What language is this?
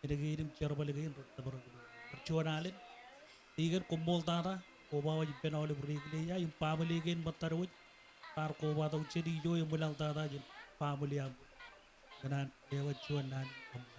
Marshallese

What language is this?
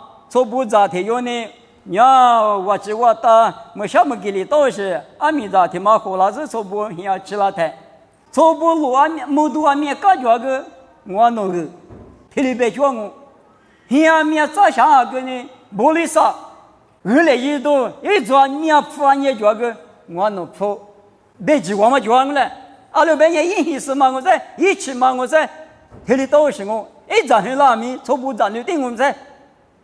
Lisu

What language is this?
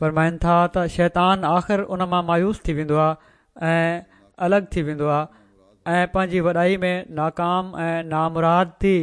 Sindhi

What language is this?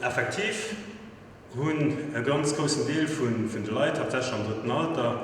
Luxembourgish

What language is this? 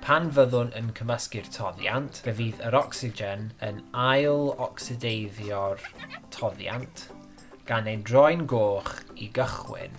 Welsh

